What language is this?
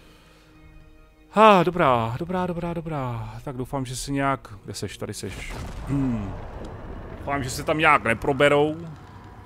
Czech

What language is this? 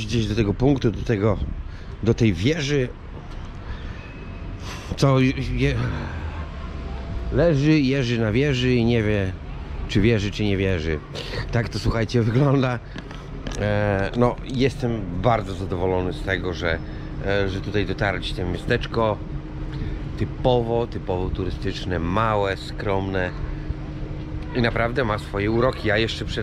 Polish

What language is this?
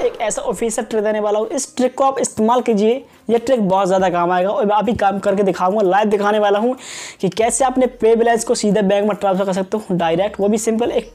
Hindi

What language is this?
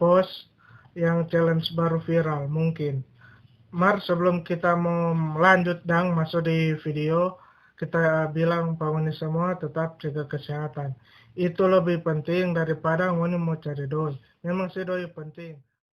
Manado Malay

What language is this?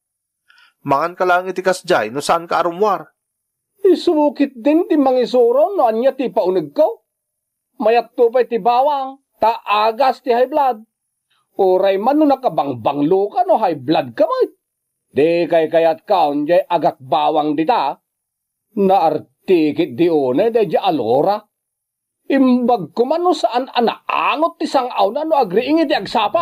Iloko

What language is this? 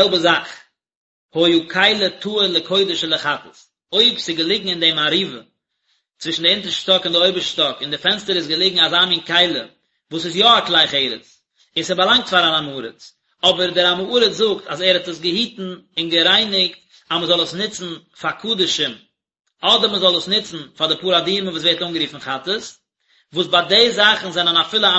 Yiddish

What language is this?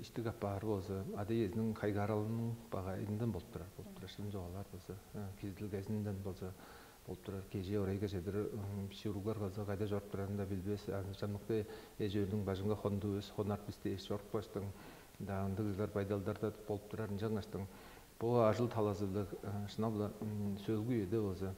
Tuvinian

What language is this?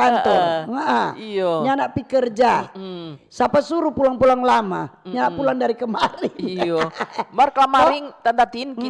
Manado Malay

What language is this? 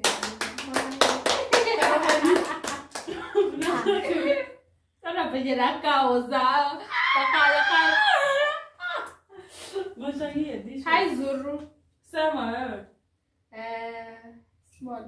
Swahili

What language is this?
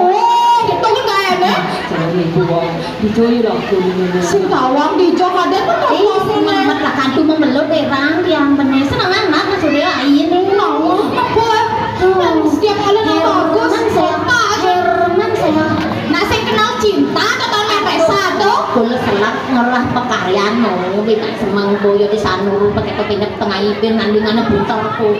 Balinese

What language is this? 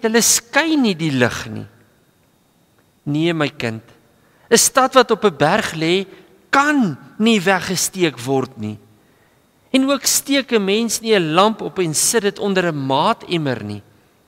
Afrikaans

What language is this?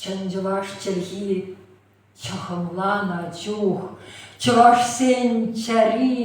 Chuvash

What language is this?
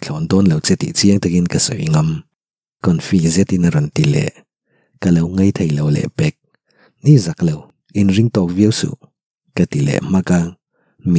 Mizo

